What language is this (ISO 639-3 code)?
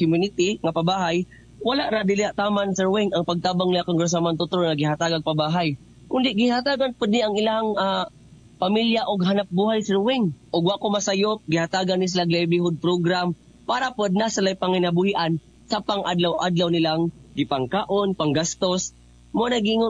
ceb